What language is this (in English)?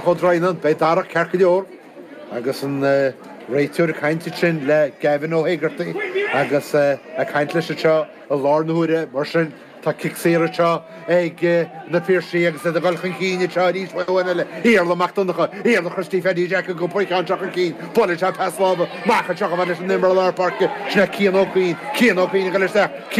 Irish